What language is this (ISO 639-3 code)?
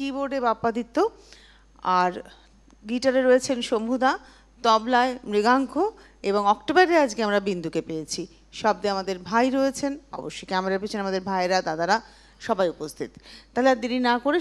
ben